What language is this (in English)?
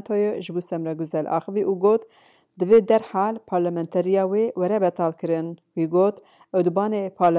Kurdish